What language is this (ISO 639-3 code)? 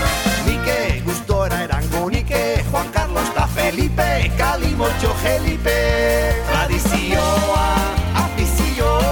eus